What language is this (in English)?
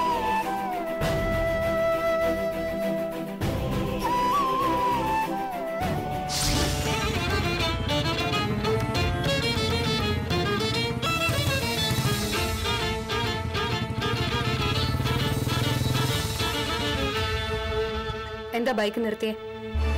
Malayalam